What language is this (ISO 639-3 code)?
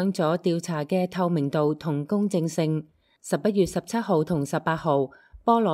yue